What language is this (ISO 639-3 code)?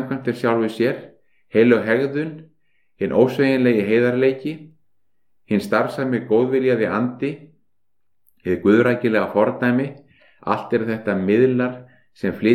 isl